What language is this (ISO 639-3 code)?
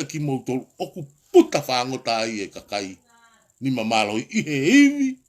ton